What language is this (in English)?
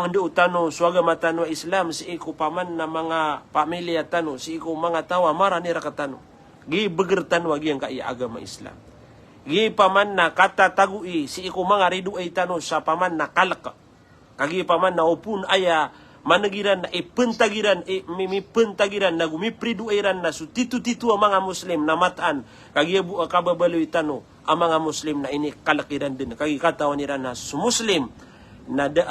Maranao